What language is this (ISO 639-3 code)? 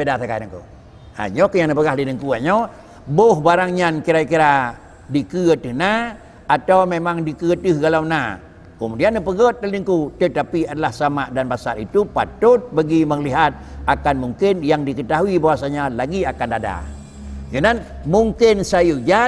ace